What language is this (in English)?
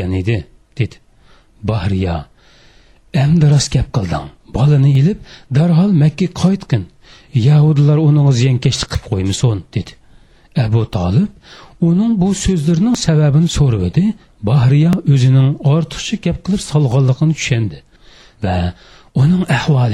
Uyghur